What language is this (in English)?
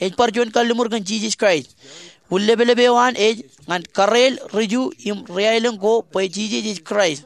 Marshallese